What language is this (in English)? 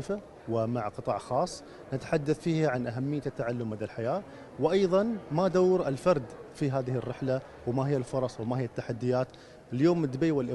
Arabic